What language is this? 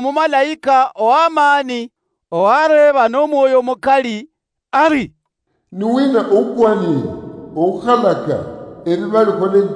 Luyia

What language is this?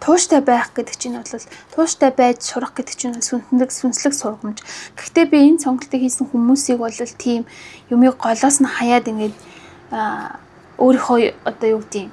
Mongolian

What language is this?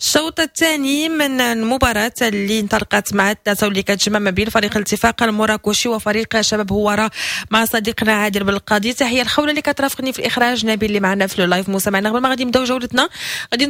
Moroccan Arabic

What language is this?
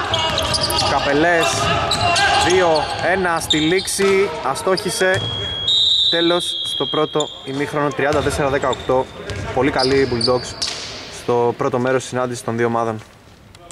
Greek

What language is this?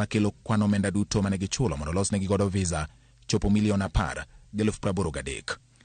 Luo (Kenya and Tanzania)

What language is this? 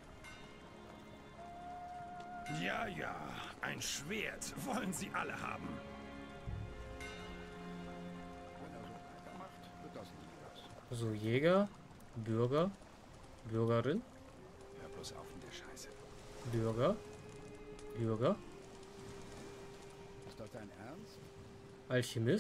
German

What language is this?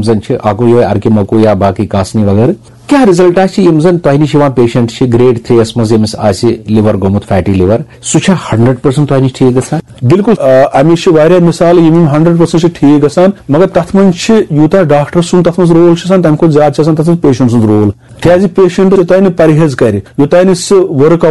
Kashmiri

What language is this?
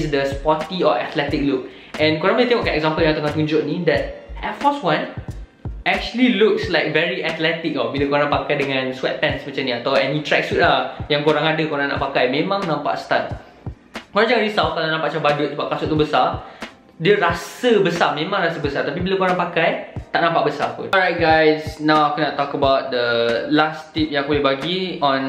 Malay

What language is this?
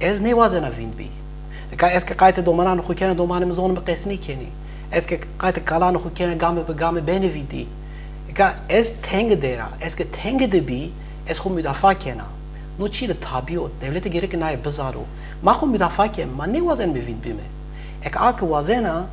Zaza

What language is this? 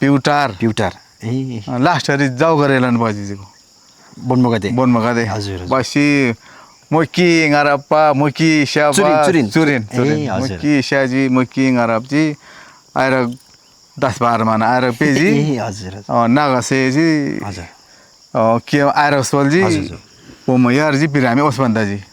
Eastern Tamang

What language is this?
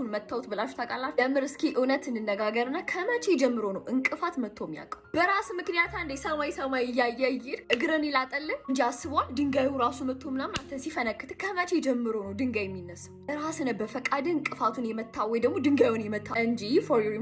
Amharic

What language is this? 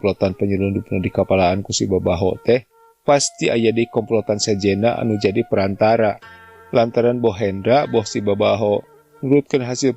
Sundanese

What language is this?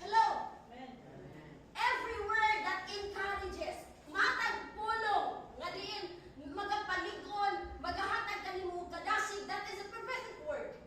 Cebuano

